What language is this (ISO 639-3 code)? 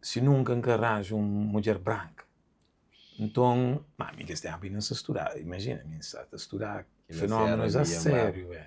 kea